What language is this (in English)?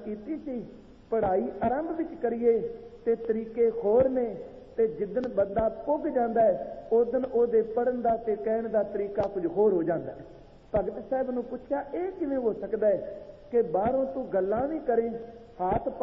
Punjabi